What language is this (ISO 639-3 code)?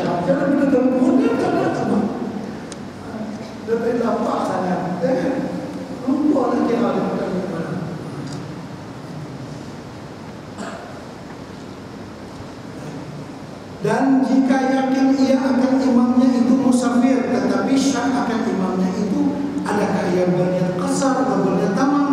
msa